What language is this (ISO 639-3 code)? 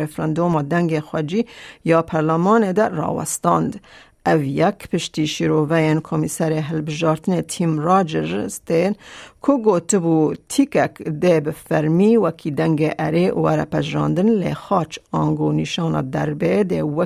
kur